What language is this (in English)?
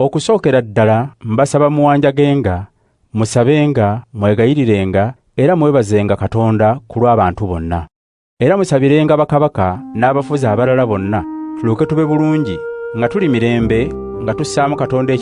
Ganda